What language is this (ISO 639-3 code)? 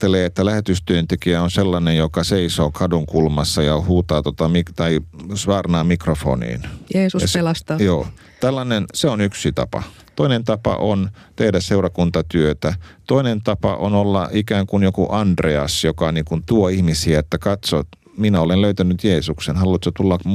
fin